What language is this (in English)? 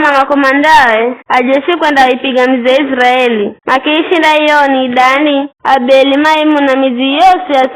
Giryama